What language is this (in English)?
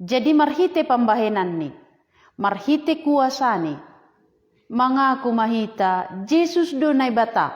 Batak Simalungun